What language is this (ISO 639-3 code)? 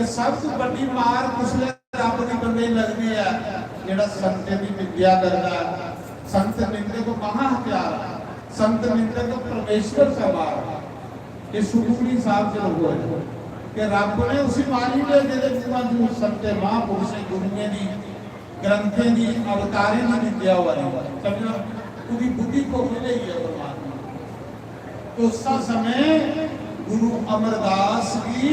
doi